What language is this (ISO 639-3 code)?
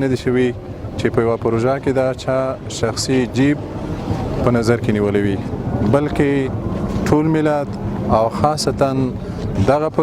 pus